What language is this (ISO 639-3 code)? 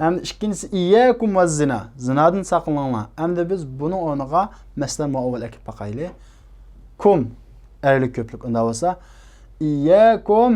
uig